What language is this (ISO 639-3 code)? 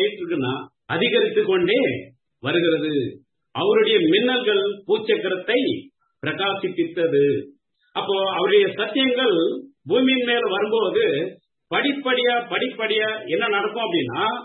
tam